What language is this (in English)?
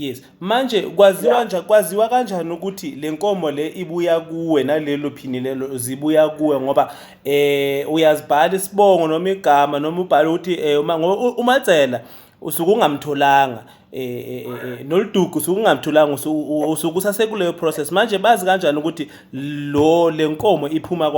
Zulu